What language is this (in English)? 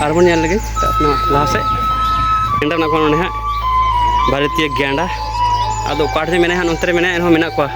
Santali